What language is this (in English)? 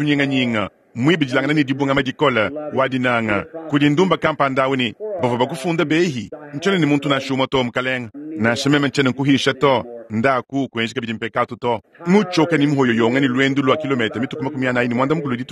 Luba-Lulua